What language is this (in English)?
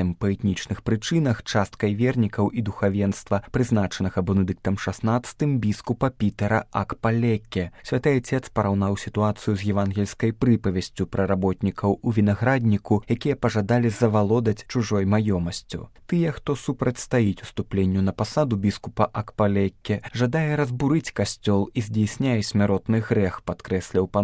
Belarusian